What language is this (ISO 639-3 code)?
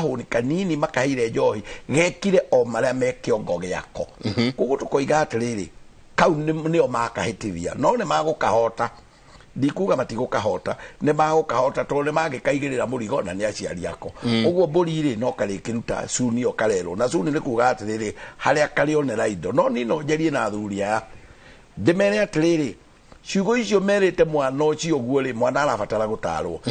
kik